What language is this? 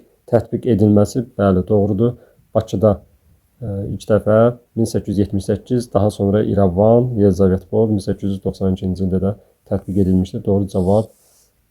Azerbaijani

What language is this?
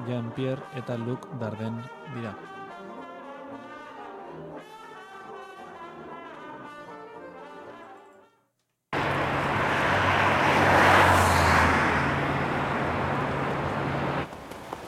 Basque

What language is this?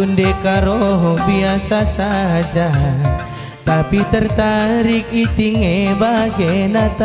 Batak Karo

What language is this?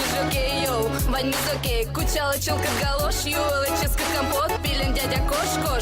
Udmurt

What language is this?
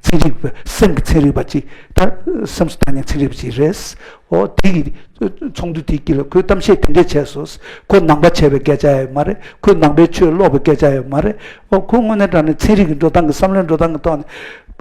Tibetan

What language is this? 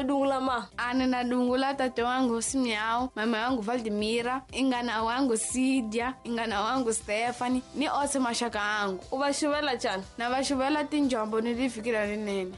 Tsonga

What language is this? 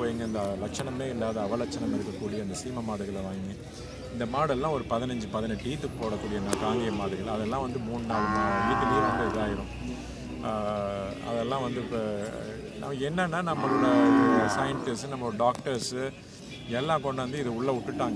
Tamil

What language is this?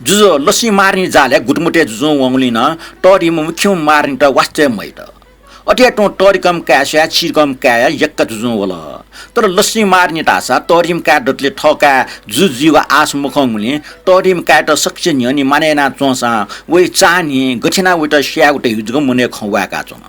Newari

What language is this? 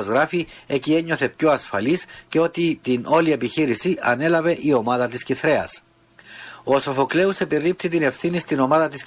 Greek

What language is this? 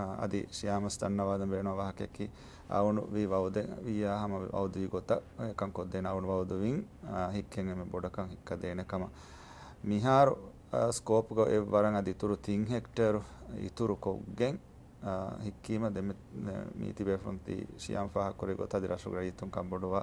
Divehi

